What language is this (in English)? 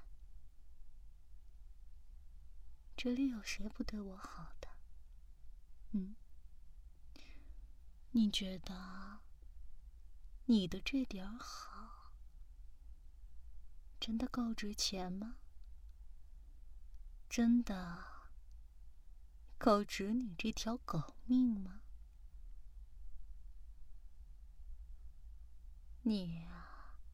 Chinese